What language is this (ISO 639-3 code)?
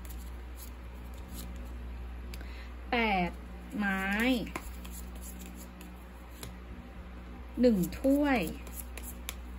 tha